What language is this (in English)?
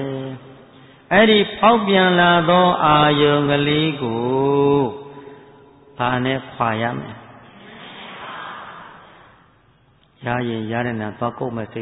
Burmese